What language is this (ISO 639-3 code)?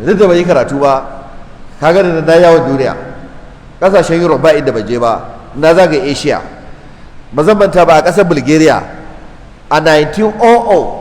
hau